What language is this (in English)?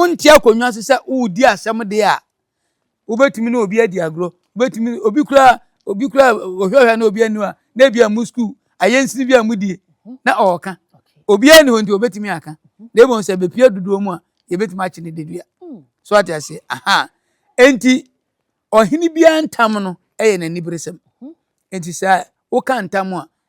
Akan